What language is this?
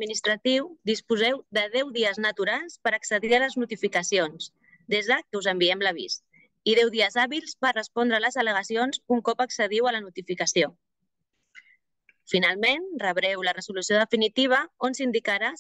Catalan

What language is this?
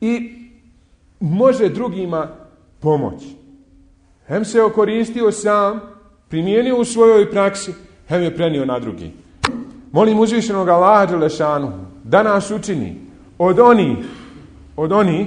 Bosnian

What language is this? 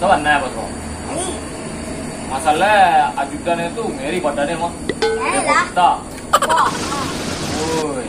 Minangkabau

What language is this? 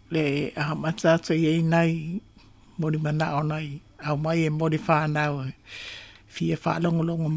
Samoan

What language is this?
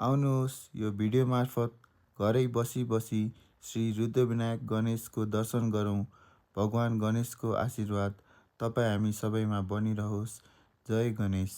Nepali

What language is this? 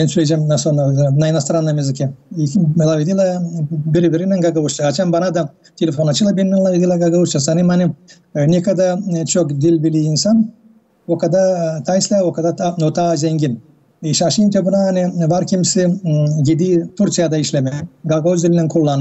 Gagauz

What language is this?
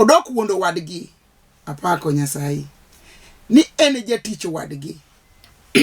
Luo (Kenya and Tanzania)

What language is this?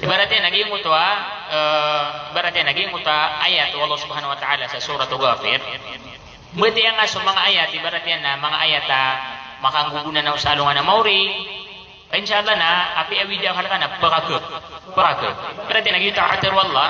Maranao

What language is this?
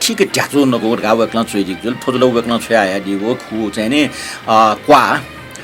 Newari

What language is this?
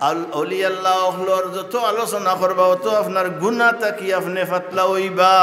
Sylheti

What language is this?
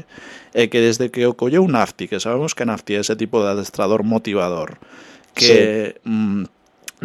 Galician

